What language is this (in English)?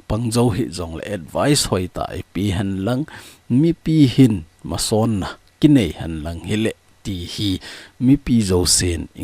Thado Chin